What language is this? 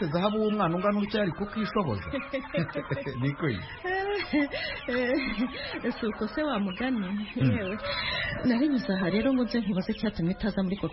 Kinyarwanda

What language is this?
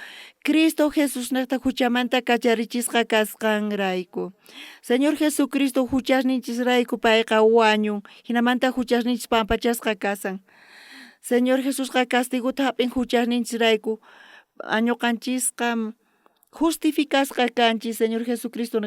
South Bolivian Quechua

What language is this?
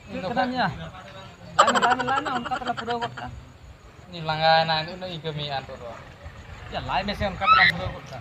Santali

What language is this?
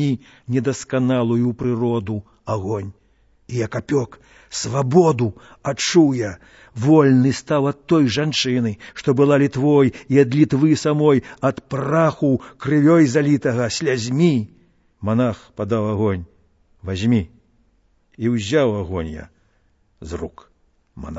Belarusian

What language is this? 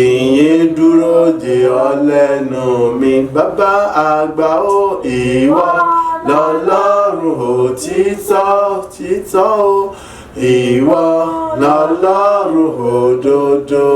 Yoruba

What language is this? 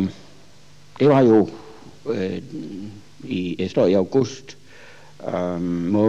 Danish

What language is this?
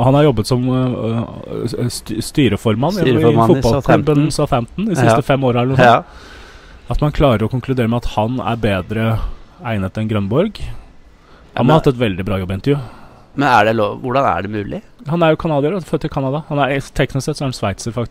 Norwegian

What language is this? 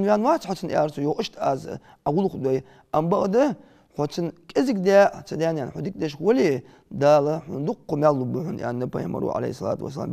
Ingush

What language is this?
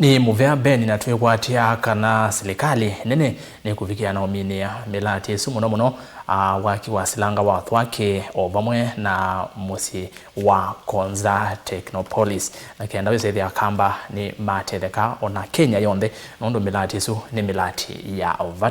Kamba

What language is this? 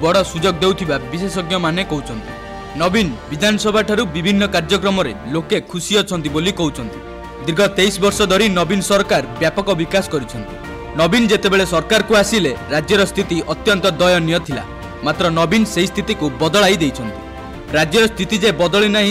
Odia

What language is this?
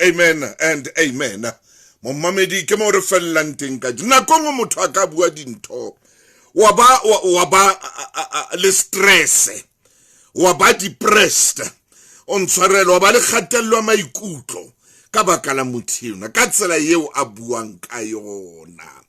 Southern Sotho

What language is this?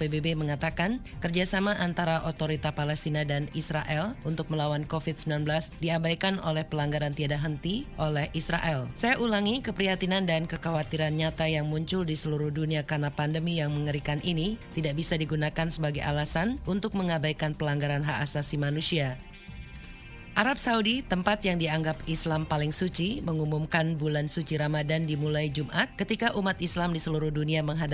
Indonesian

